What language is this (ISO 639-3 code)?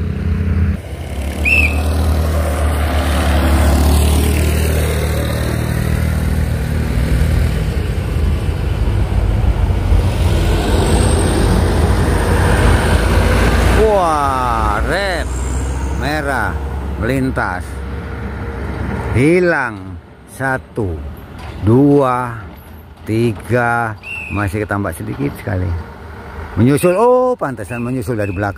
ind